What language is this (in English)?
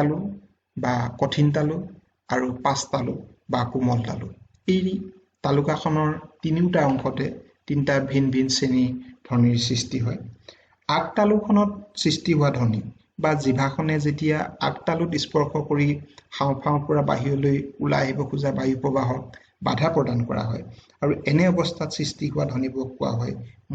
Assamese